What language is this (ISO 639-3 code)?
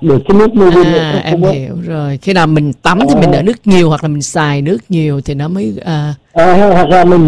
vie